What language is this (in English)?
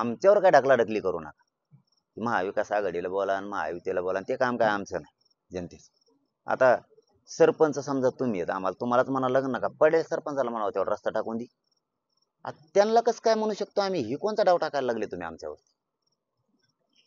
Marathi